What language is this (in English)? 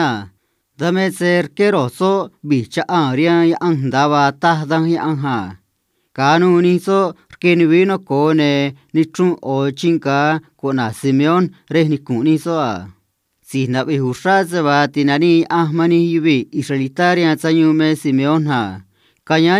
Copala Triqui